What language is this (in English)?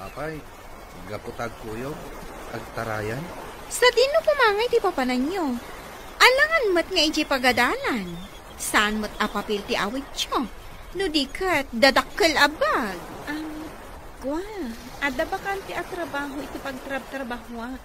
Iloko